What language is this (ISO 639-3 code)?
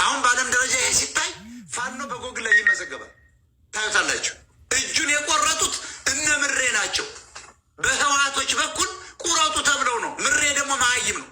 amh